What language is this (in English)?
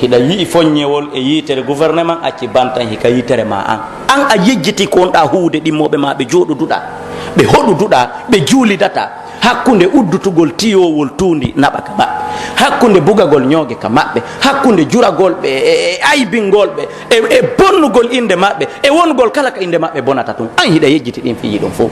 Pular